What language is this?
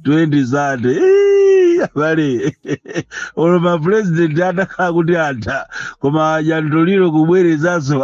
Nyanja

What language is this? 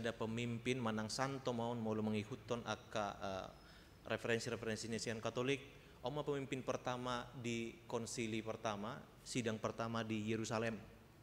Batak Toba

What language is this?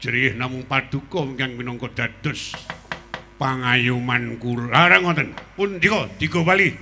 Javanese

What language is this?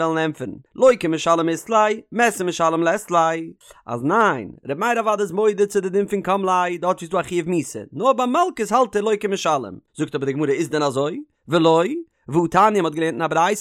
Yiddish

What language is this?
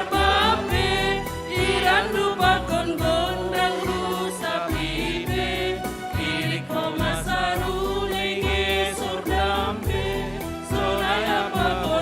Batak Simalungun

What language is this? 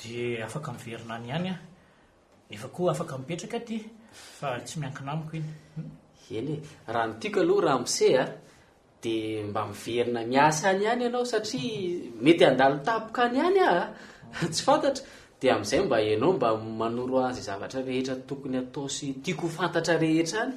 Malagasy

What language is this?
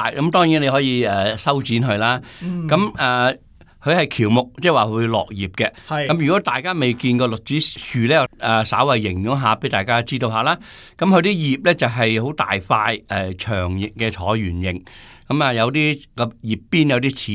Cantonese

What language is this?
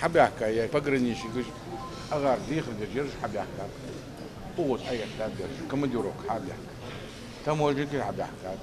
Ingush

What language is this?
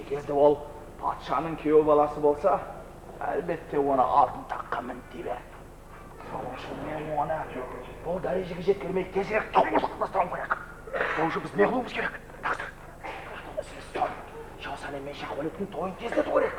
Kara-Kalpak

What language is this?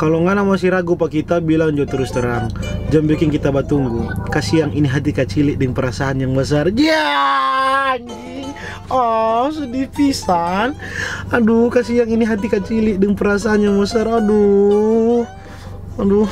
Manado Malay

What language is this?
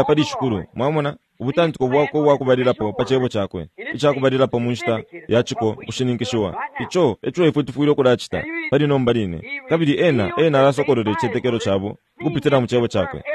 Bemba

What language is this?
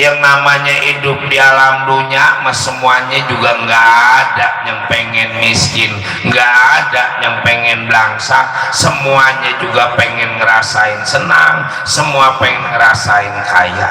Betawi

